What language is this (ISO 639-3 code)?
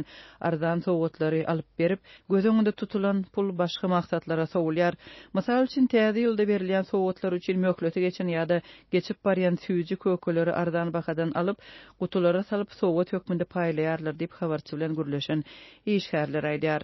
tuk